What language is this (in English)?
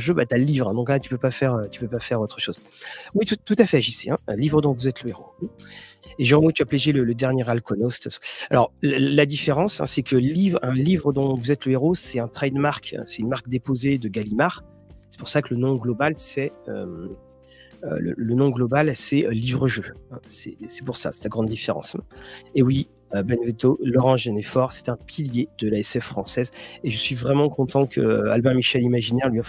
French